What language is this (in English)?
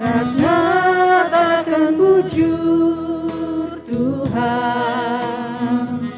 Batak Karo